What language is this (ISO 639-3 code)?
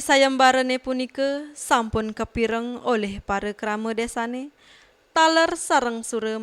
ban